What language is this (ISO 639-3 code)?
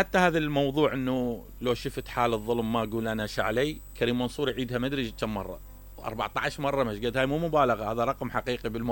acm